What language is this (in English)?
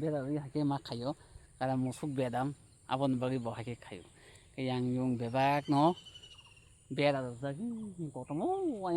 Kok Borok